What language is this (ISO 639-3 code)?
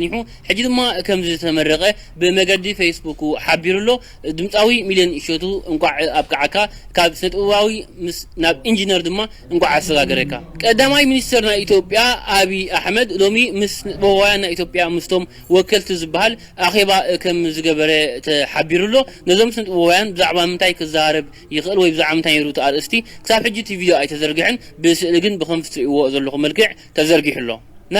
tir